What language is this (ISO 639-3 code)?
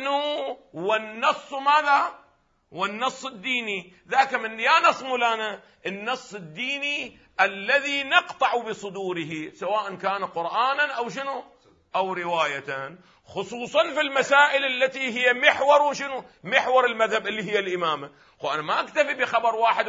ara